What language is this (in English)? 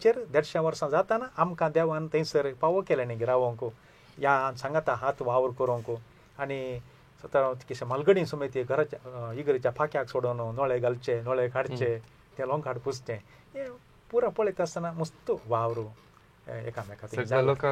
Konkani